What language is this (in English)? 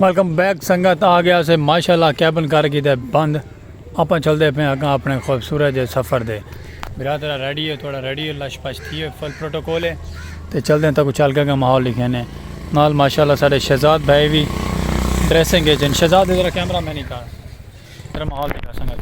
Saraiki